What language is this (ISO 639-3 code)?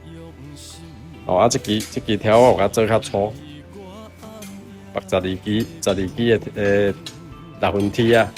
nan